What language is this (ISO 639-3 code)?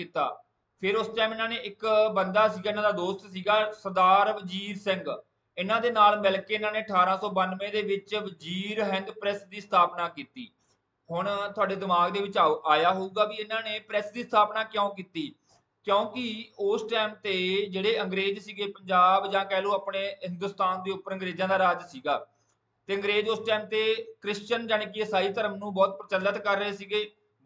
pan